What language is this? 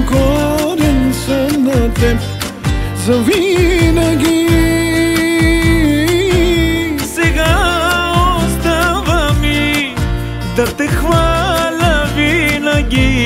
Bulgarian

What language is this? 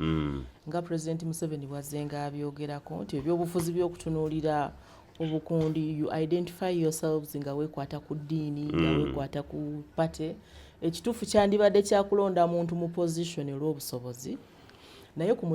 Ganda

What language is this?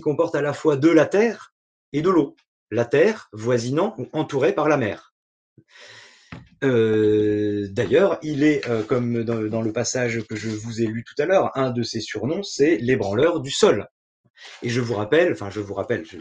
French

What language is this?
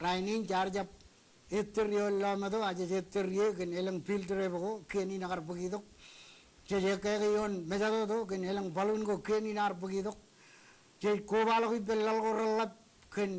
Marshallese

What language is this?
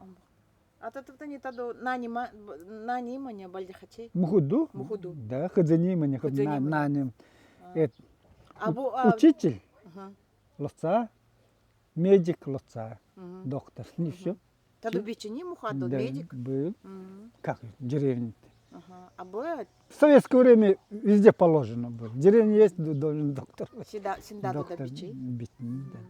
Nanai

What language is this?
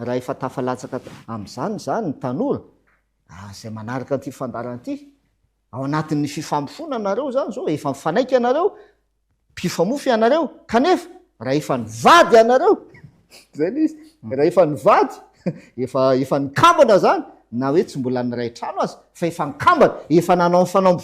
Malagasy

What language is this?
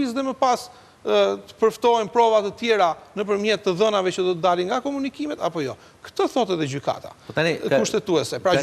Albanian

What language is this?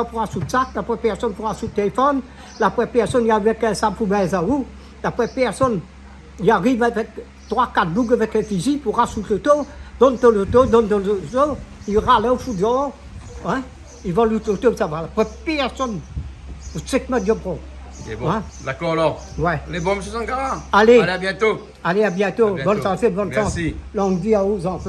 Réunion Creole French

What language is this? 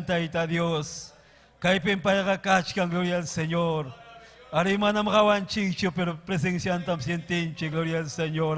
Ayacucho Quechua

